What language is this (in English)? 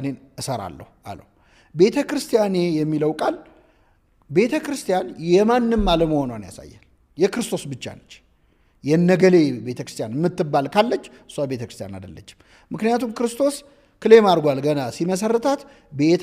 Amharic